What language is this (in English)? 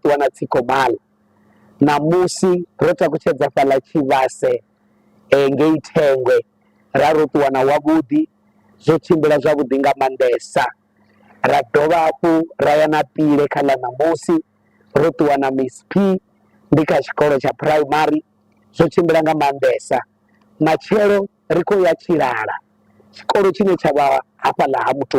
Venda